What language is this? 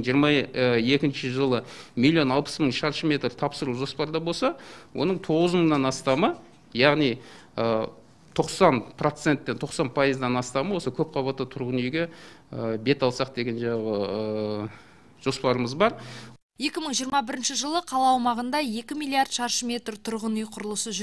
Kazakh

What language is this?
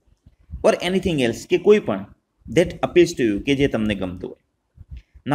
Gujarati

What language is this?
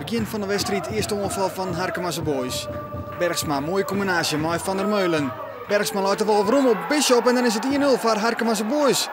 Western Frisian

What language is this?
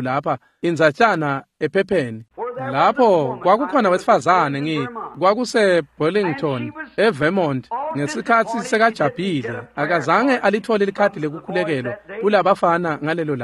Swati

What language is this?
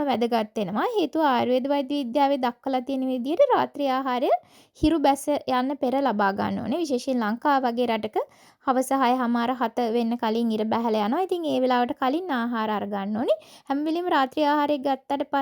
Sinhala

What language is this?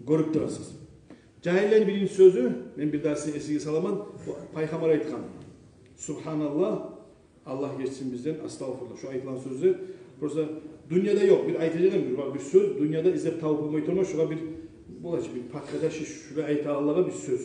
Kumyk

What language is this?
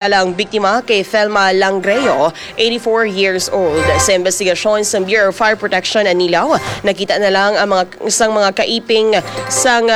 Hiligaynon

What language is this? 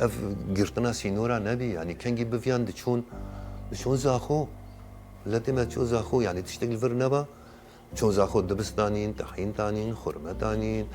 Kurdish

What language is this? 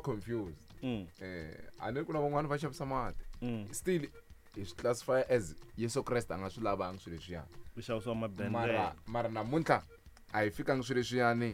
Tsonga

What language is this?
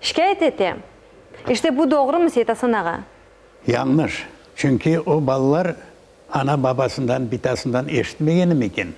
Crimean Tatar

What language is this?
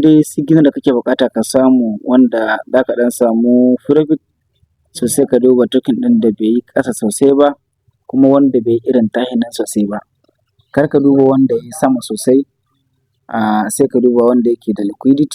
Hausa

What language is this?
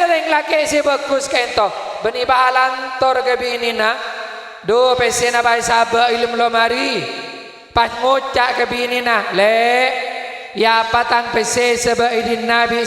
Madurese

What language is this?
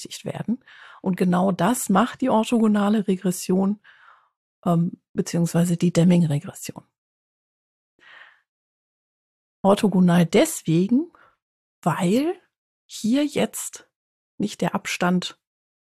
German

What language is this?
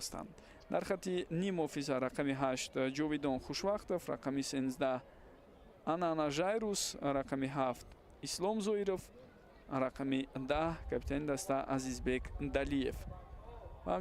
Tajik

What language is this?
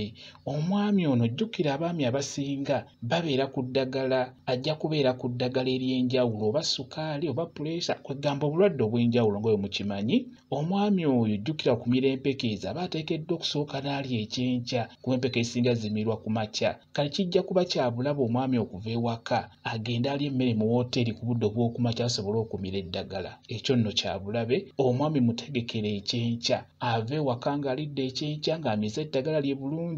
Ganda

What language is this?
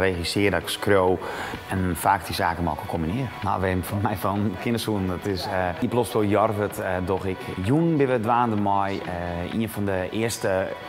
Western Frisian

